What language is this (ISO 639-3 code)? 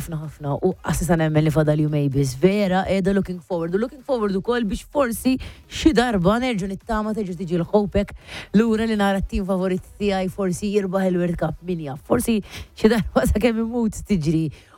mlt